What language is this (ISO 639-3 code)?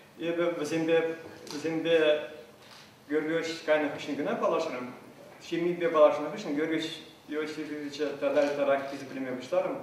chv